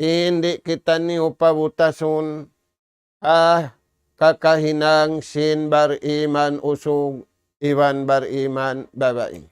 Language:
Tausug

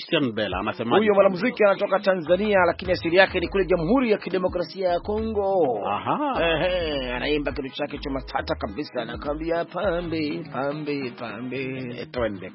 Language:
Swahili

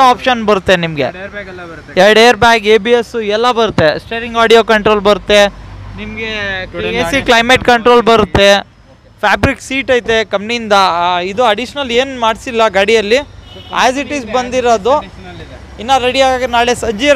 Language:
Kannada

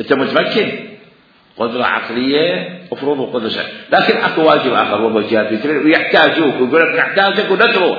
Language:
Mesopotamian Arabic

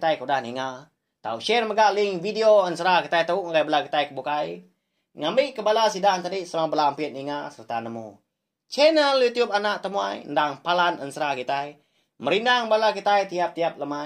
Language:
Iban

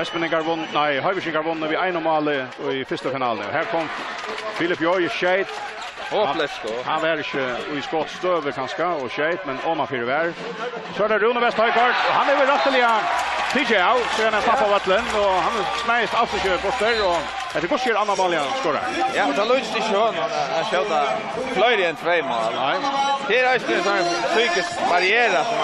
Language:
Faroese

